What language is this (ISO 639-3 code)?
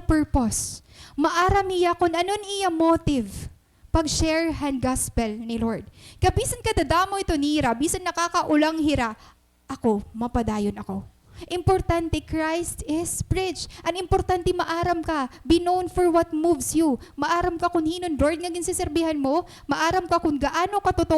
war